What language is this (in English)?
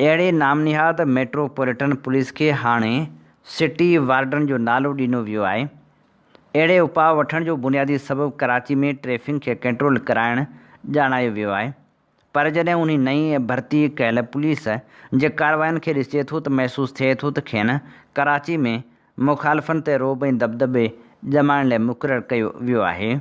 Sindhi